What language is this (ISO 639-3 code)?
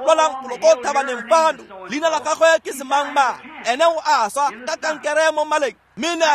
tsn